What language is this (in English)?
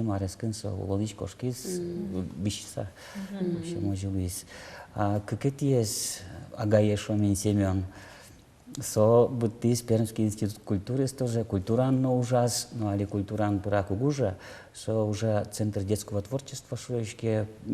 Udmurt